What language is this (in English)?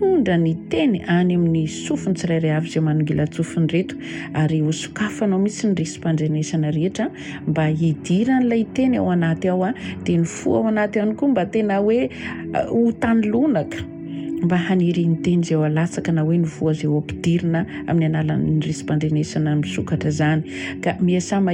Malagasy